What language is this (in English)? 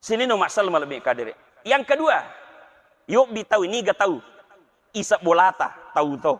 Buginese